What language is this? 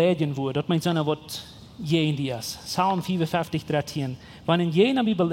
Plautdietsch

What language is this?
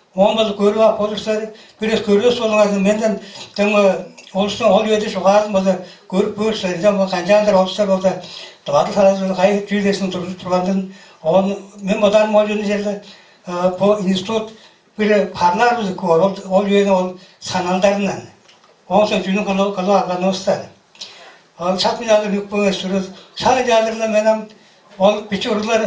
Tuvinian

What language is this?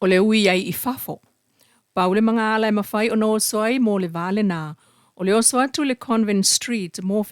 Samoan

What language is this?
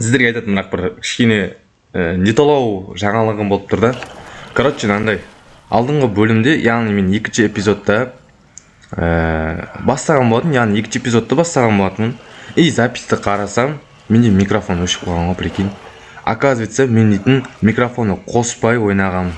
Kazakh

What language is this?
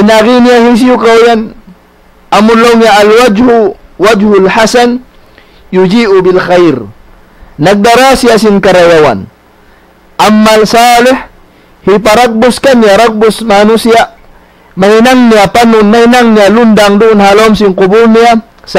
Tausug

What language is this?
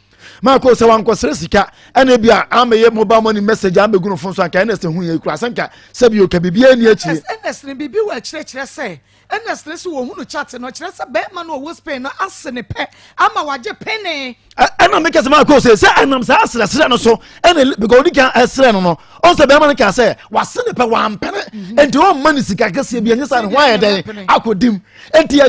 Akan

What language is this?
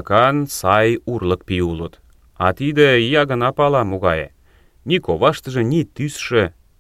Mari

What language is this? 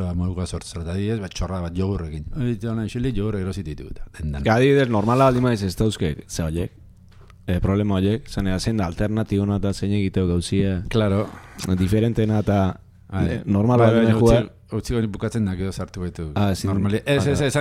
Basque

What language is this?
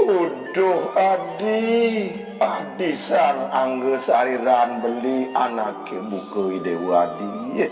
Balinese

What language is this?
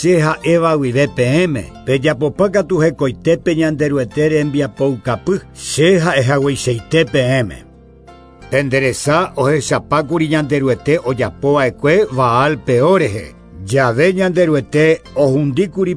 Guarani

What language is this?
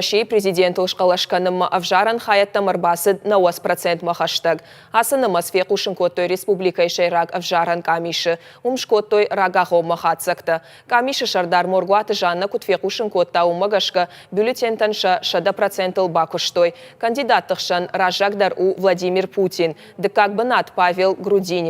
Ossetic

